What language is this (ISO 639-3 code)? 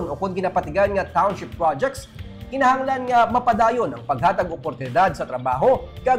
hil